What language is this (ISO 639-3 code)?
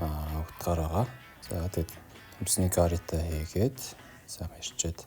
mon